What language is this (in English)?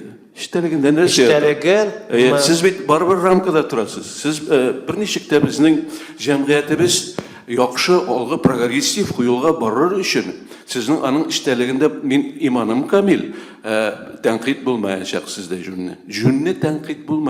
Tatar